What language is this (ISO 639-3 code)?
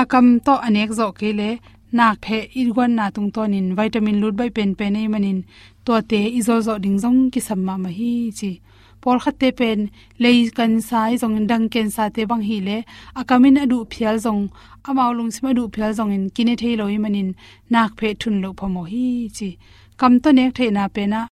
ctd